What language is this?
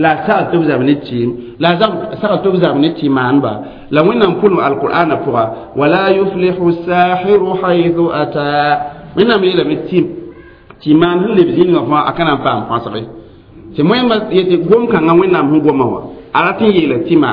Mossi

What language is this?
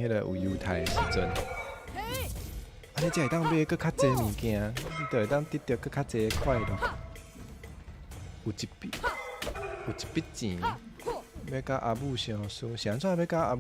Min Nan Chinese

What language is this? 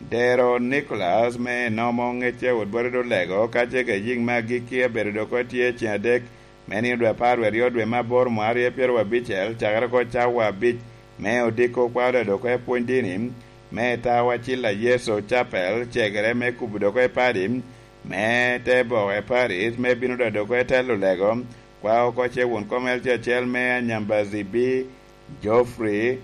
Lango (Uganda)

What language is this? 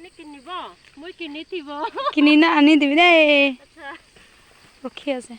Naga Pidgin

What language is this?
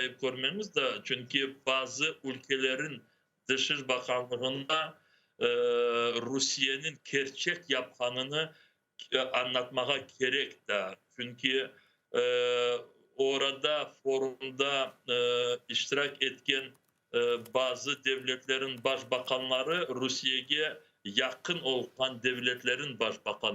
Crimean Tatar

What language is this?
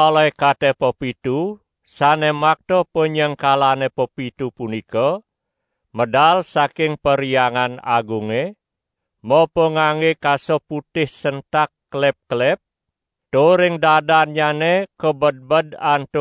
Balinese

